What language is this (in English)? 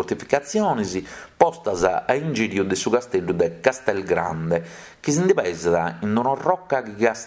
Sardinian